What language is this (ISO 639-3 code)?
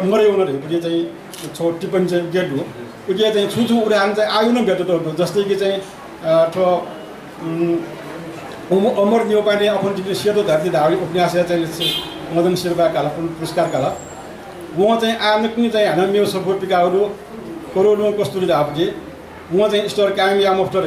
new